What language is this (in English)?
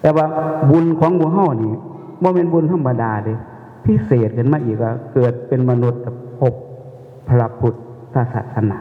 Northeastern Thai